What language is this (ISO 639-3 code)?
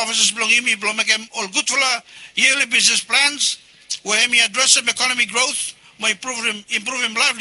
bis